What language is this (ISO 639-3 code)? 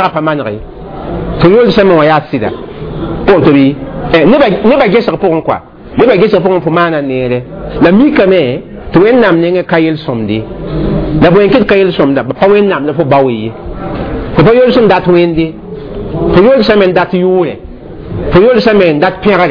mos